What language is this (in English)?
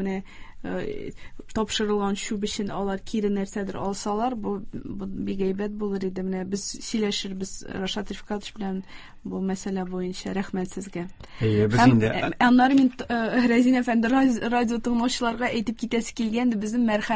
Tatar